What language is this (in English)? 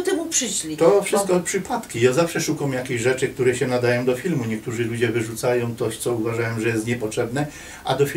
Silesian